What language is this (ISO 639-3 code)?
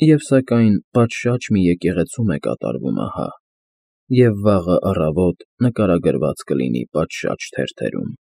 hye